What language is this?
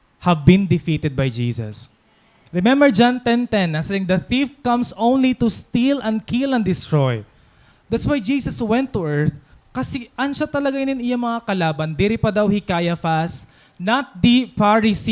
Waray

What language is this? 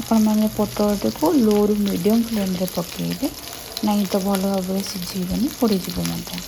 Odia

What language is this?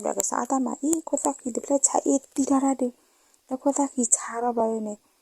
S'gaw Karen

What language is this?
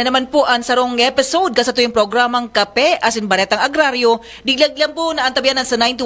Bikol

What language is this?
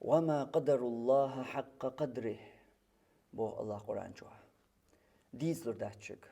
Chechen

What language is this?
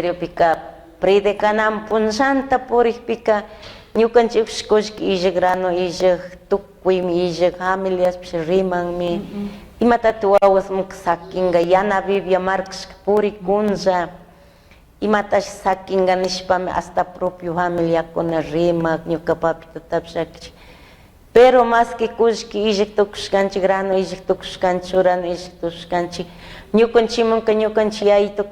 Chimborazo Highland Quichua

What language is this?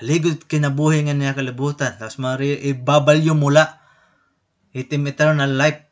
Waray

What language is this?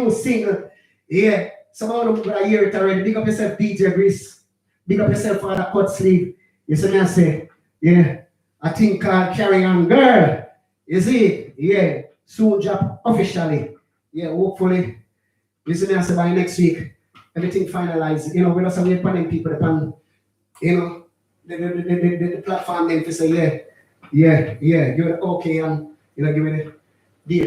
Jamaican Creole English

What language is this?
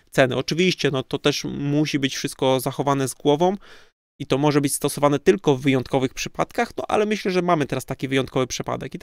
Polish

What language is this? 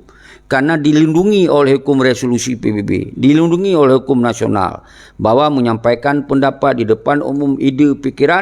Achinese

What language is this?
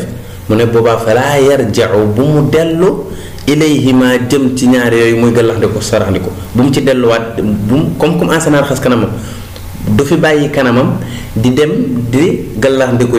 Wolof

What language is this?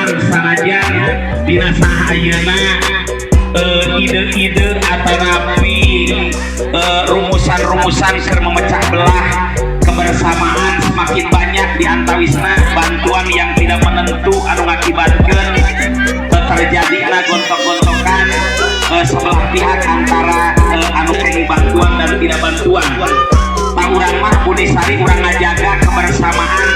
Sundanese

